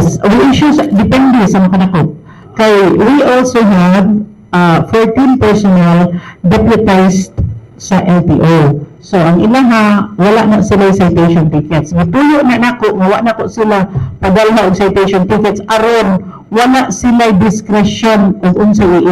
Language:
Cebuano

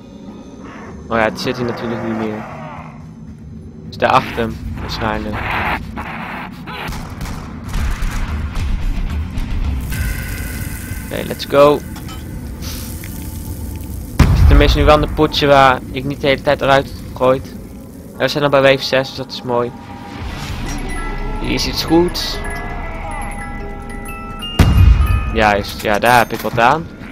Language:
Dutch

